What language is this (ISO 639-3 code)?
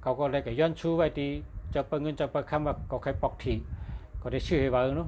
shn